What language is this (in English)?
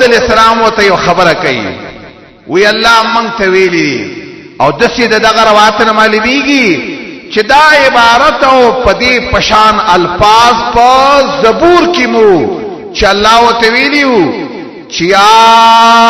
Pashto